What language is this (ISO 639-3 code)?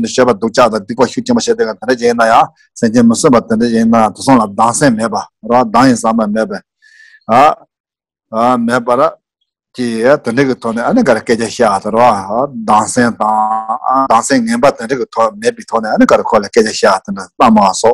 bod